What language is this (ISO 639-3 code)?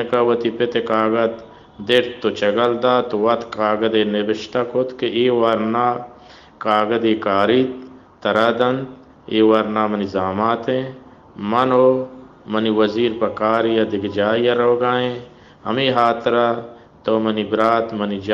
bal